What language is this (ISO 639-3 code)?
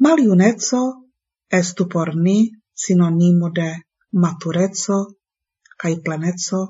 epo